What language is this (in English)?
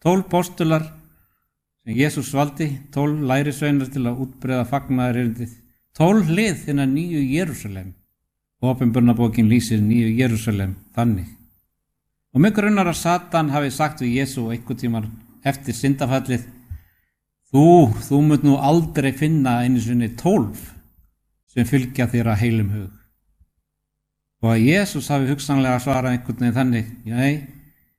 Icelandic